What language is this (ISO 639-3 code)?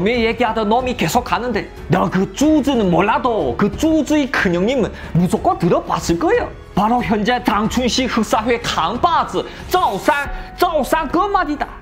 kor